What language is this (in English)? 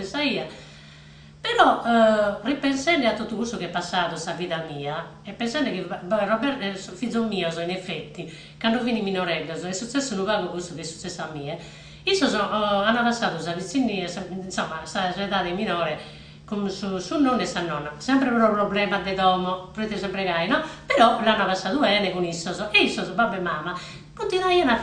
Sardinian